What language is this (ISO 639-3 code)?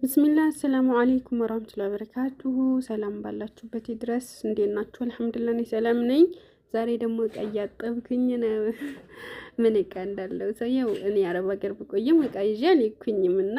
amh